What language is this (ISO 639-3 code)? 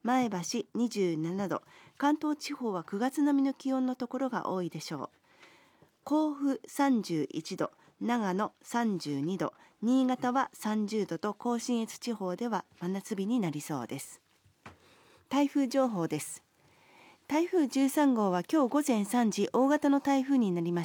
jpn